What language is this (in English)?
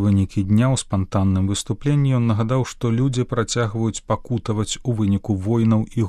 Belarusian